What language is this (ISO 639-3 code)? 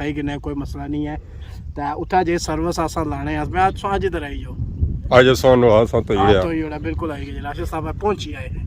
phr